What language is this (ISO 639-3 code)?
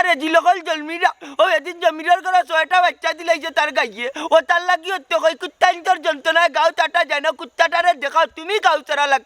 syl